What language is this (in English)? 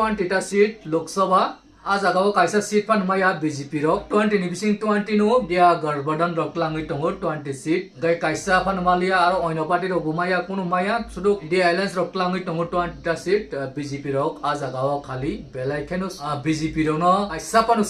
Kok Borok